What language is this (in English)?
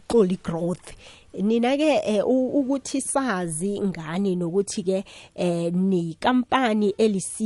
South Ndebele